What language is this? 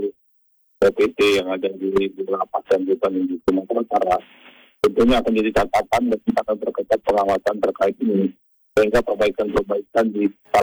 Indonesian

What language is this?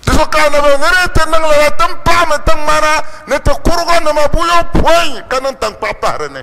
Dagbani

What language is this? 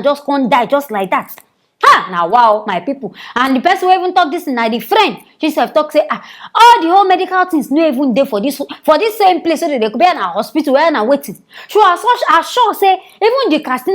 Nigerian Pidgin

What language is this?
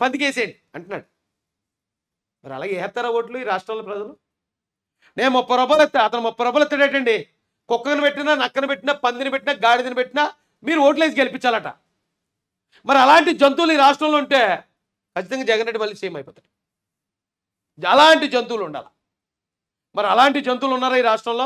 Telugu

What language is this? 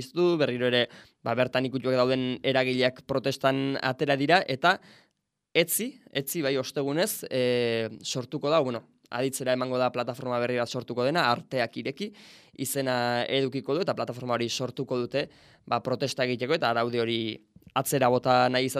Basque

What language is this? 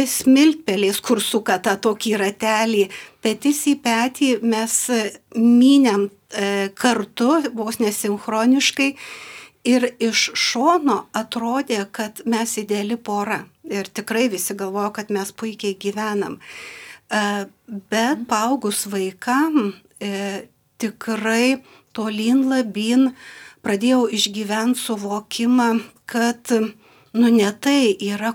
Lithuanian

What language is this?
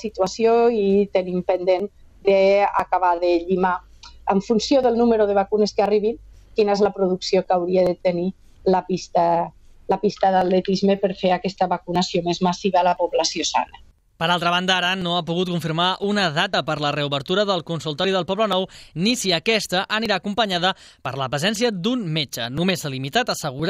Catalan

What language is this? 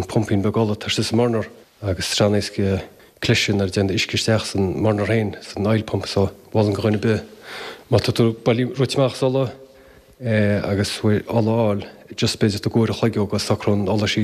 Irish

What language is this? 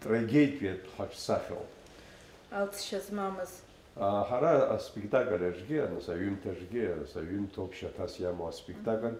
Abkhazian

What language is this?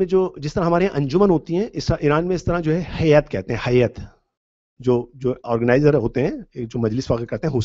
Urdu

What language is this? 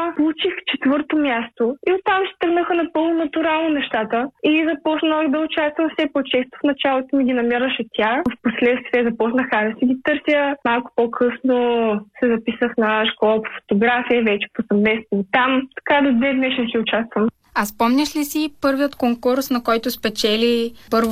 Bulgarian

